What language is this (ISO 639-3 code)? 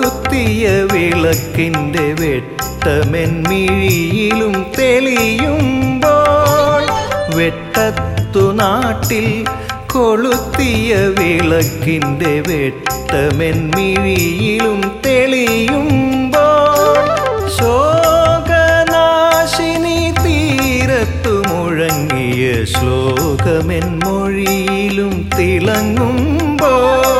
mal